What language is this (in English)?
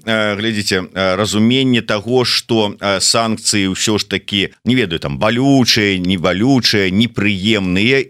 Belarusian